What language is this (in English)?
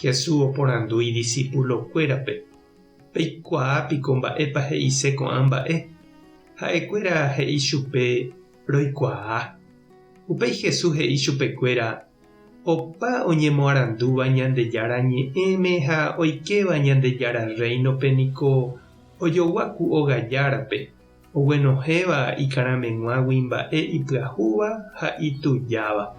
Guarani